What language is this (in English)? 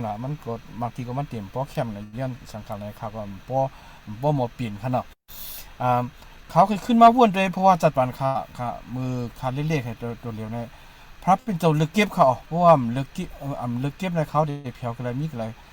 Shan